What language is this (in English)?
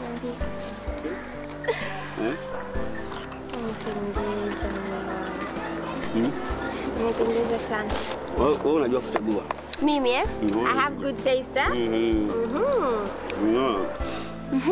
Swahili